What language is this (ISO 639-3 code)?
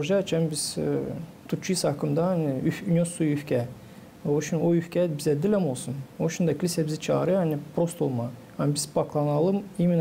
gag